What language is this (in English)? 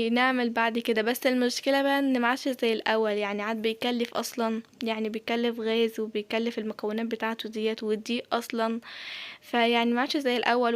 Egyptian Arabic